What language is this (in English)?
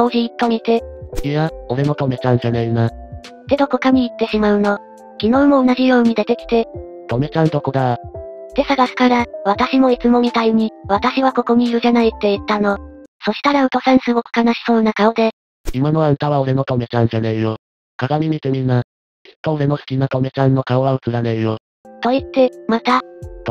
Japanese